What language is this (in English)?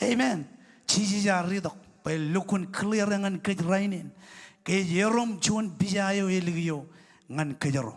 Marshallese